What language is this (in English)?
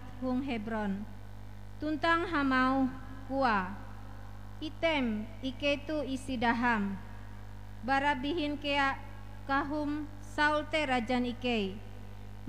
Ngaju